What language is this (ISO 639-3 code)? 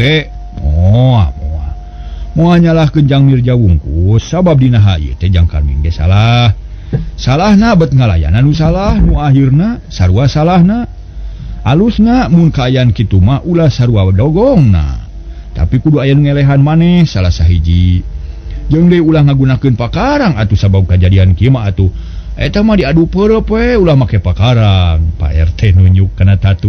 sun